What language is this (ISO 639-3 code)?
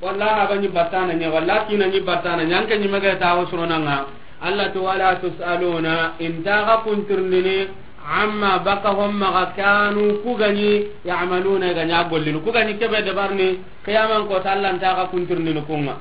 snk